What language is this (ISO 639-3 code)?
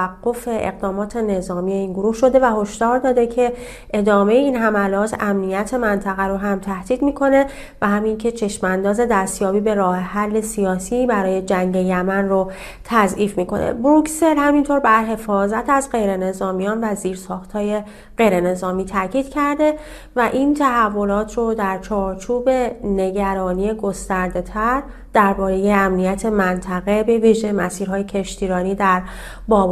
fas